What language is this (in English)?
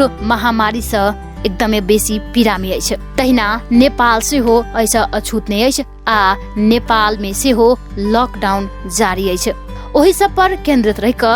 Maithili